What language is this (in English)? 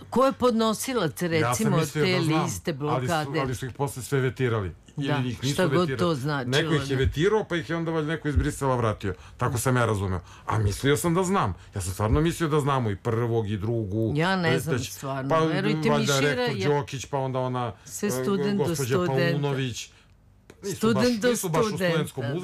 Serbian